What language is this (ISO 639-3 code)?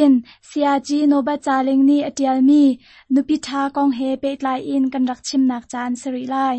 cnh